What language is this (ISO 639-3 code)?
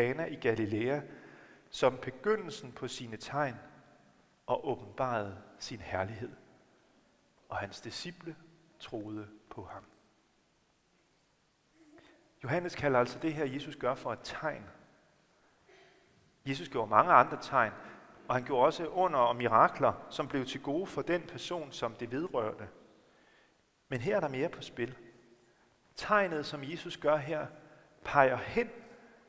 dan